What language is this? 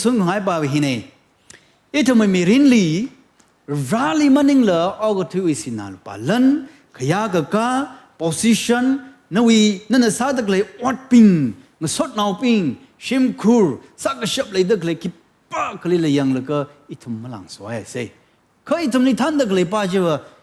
Tangkhul Naga (India)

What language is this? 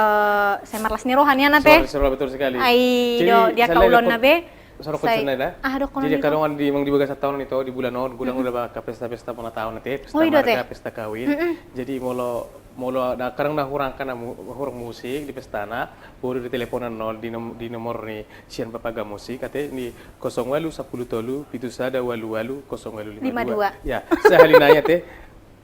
Batak Toba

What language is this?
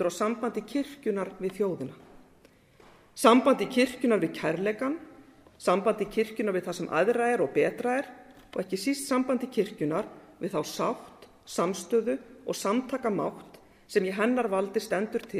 Icelandic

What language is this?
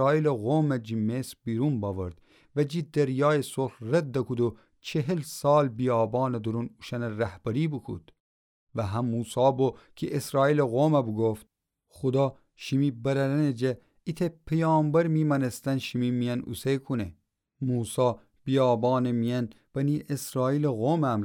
Gilaki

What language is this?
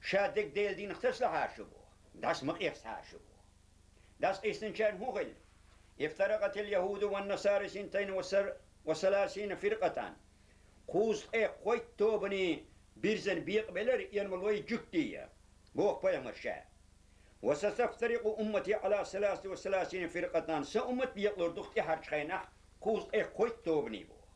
Chechen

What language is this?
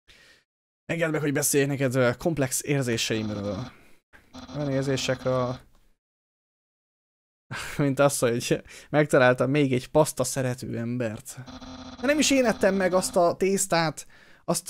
Hungarian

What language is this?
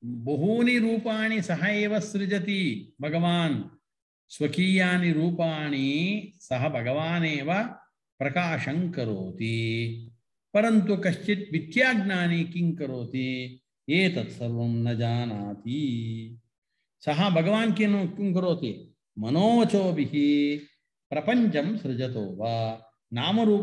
Sanskrit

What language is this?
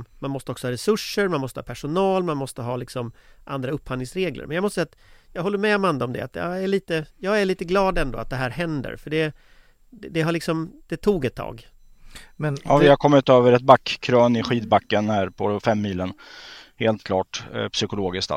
Swedish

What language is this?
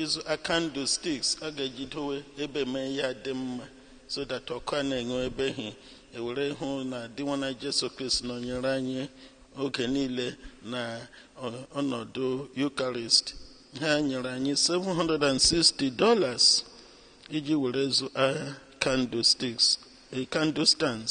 Igbo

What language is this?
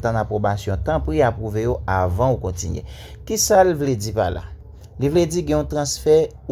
Haitian Creole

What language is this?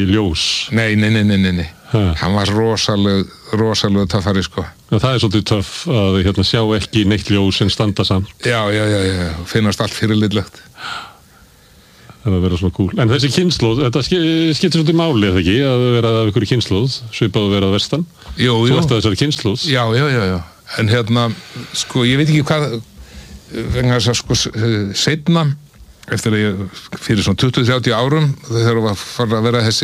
Icelandic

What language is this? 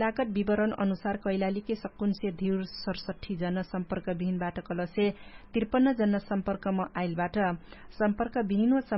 Dangaura Tharu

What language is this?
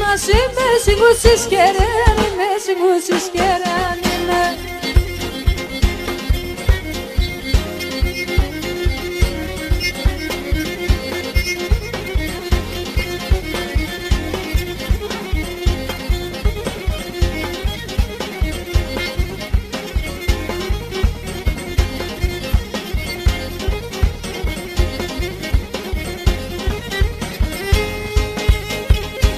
Greek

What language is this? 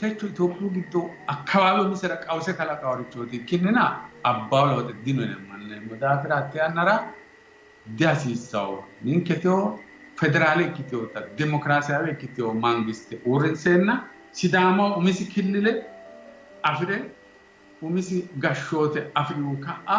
Sidamo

